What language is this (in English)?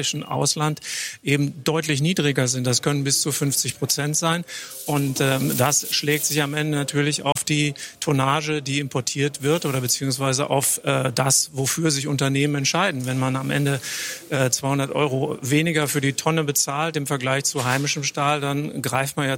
German